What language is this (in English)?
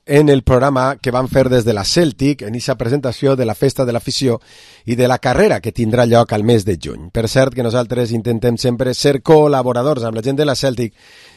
Catalan